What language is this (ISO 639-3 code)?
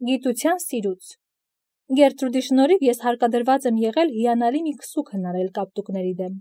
hye